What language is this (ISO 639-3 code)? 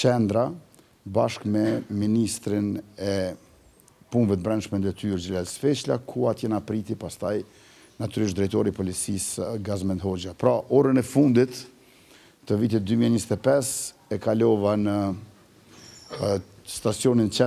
sqi